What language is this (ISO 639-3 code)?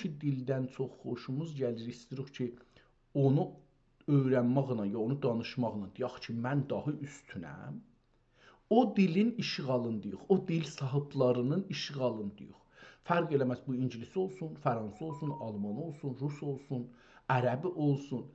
azb